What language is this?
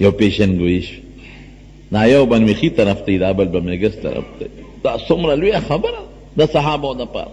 Pashto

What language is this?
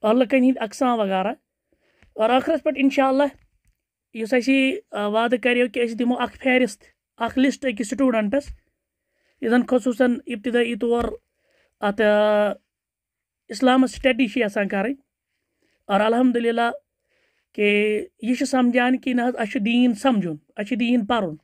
Kashmiri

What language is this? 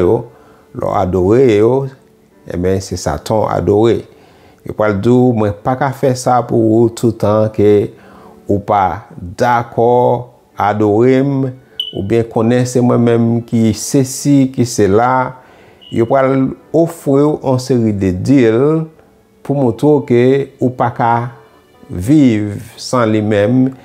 Haitian Creole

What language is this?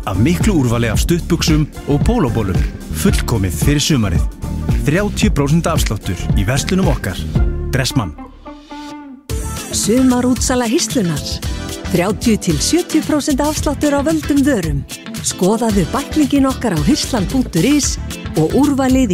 Icelandic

